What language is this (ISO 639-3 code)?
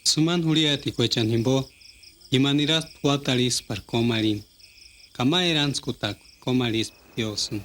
tsz